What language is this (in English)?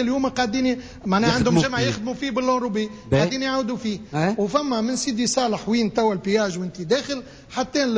Tunisian Arabic